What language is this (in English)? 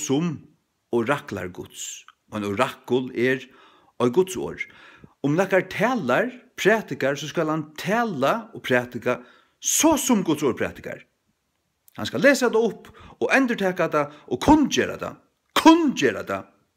Faroese